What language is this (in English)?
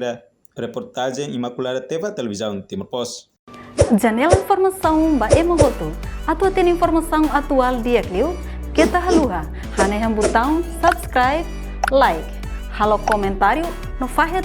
Tetum